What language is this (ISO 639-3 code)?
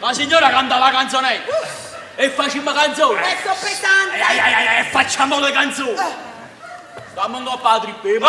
nap